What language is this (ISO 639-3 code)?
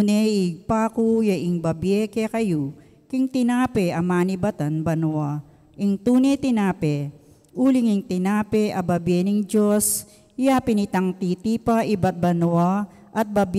pam